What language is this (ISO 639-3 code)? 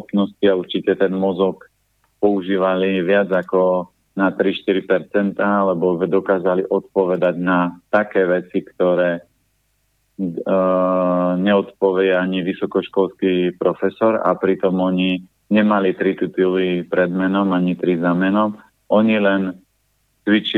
slk